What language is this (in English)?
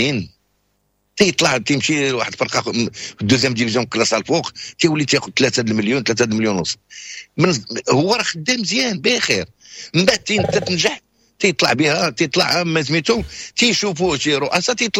Moroccan Arabic